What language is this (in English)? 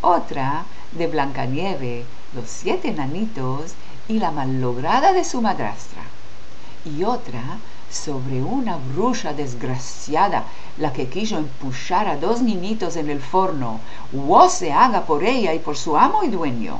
Ladino